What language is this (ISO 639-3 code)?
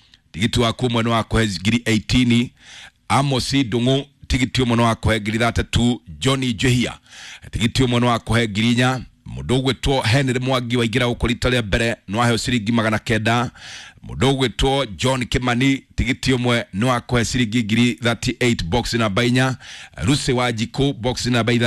kik